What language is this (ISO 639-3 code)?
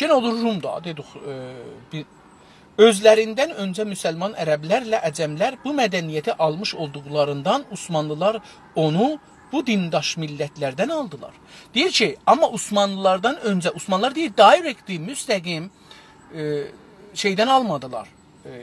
azb